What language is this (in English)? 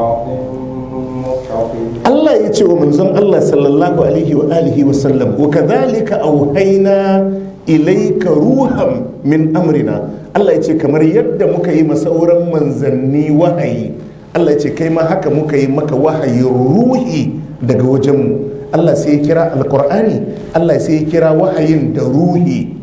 Hausa